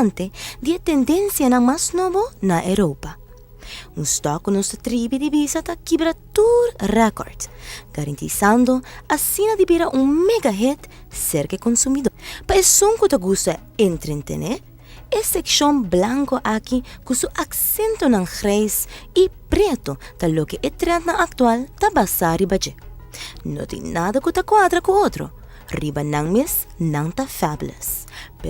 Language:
Papiamento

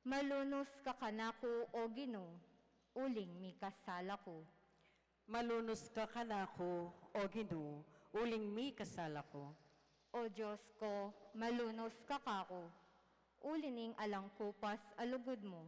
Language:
Pampanga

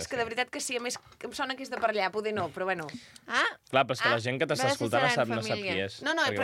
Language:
Catalan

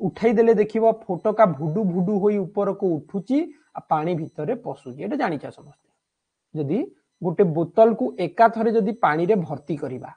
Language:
Odia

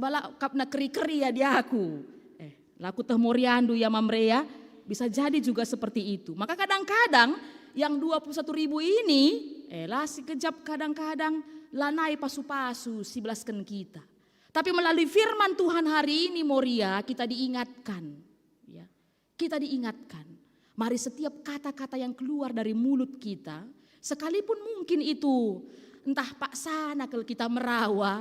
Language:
Batak Karo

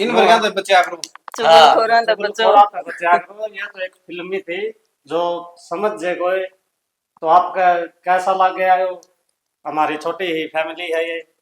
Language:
Haryanvi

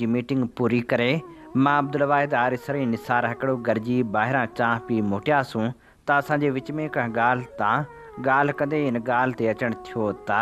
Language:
Sindhi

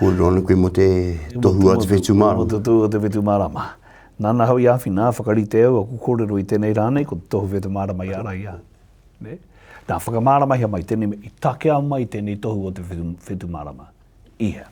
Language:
Māori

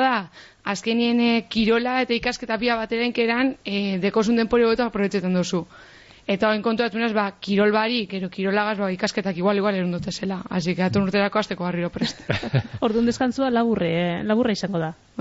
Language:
Basque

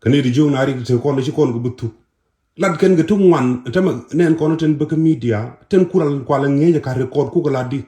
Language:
Nuer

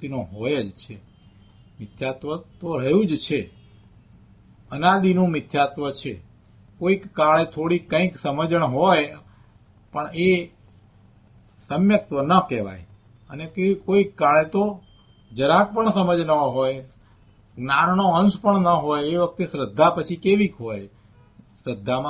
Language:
Gujarati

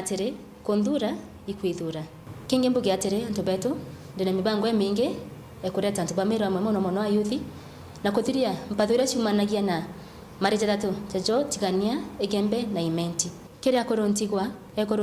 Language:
Meru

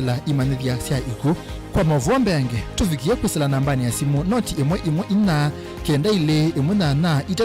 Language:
Kamba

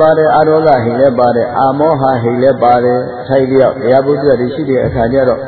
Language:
Burmese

